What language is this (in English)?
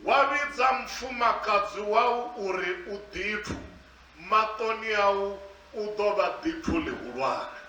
Venda